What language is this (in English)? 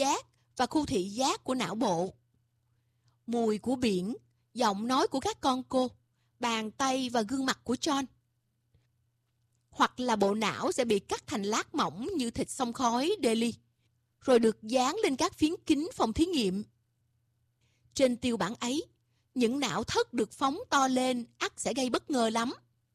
Vietnamese